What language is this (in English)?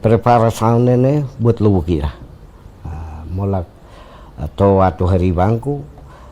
Tetum